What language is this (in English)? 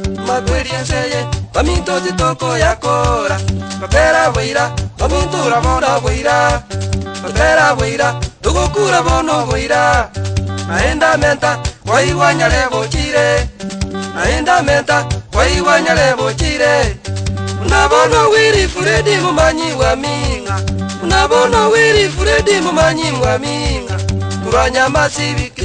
Gusii